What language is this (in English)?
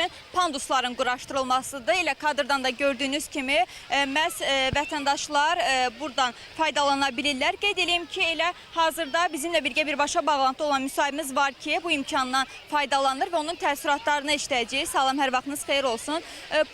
Azerbaijani